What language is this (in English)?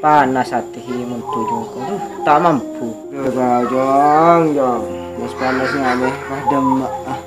Madurese